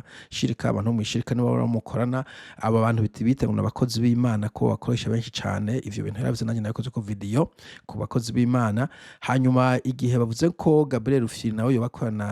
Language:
Rundi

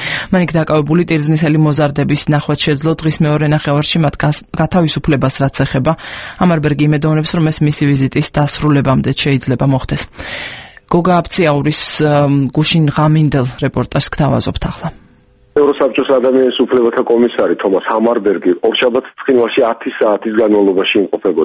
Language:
Georgian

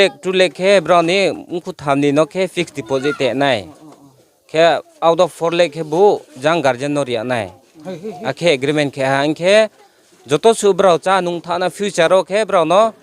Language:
Riang (India)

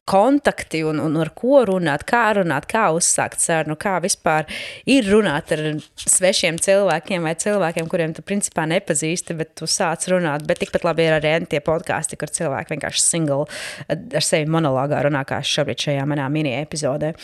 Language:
Latvian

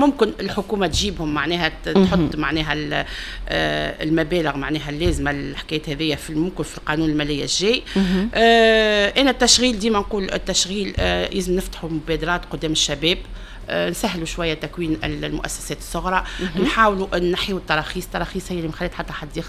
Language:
Tunisian Arabic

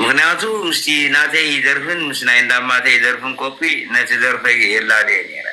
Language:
Tigrinya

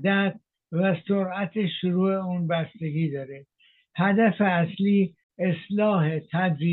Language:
Persian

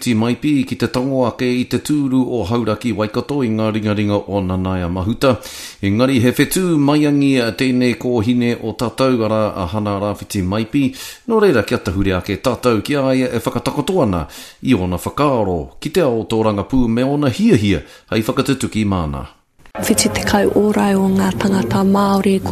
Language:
Māori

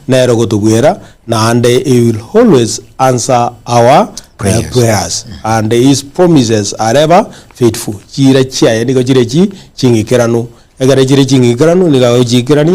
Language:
Gusii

